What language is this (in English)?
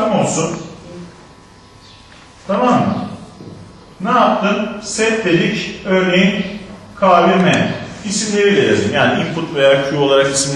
Turkish